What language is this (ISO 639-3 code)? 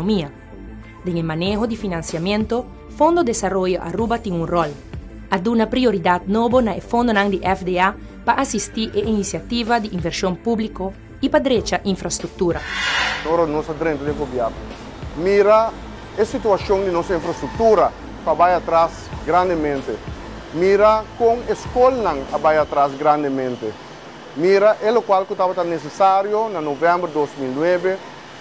pap